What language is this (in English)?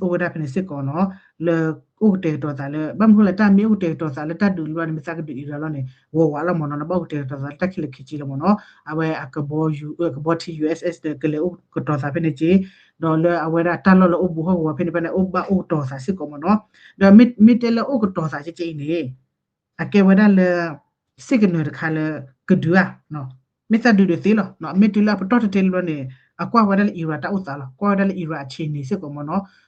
S'gaw Karen